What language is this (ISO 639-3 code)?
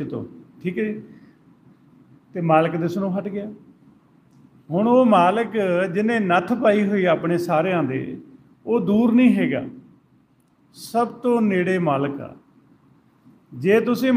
pan